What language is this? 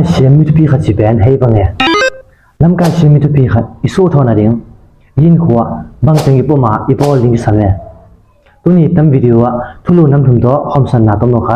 Tedim Chin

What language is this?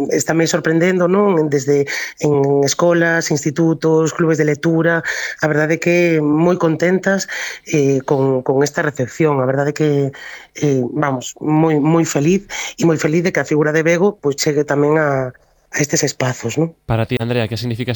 Galician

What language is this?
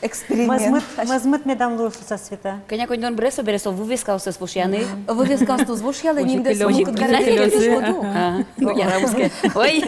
Udmurt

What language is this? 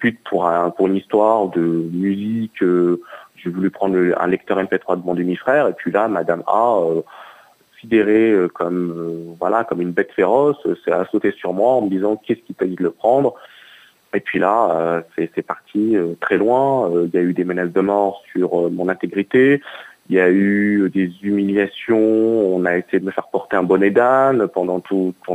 French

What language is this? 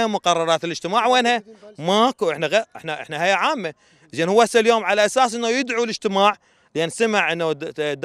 Mesopotamian Arabic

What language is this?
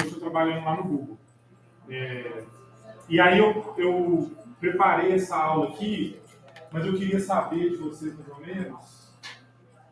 Portuguese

